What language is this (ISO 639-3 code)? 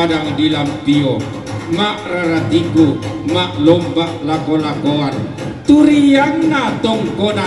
sda